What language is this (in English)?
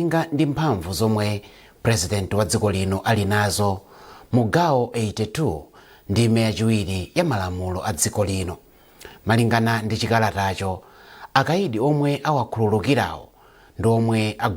Nyanja